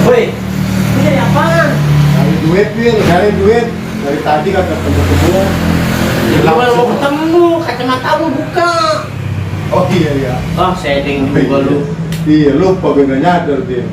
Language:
Betawi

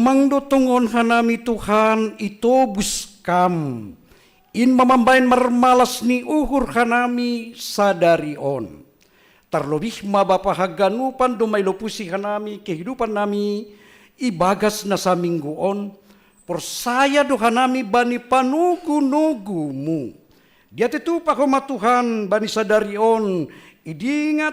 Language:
Batak Simalungun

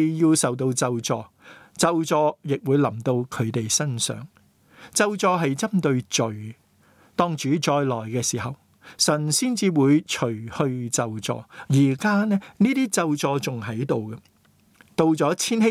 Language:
Cantonese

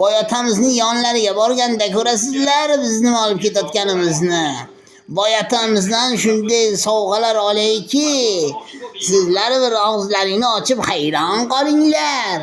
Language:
Uzbek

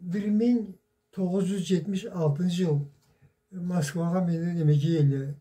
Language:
Karachay-Balkar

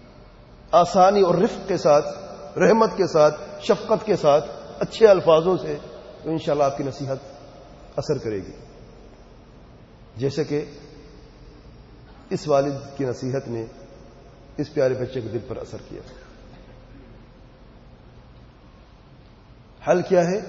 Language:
Urdu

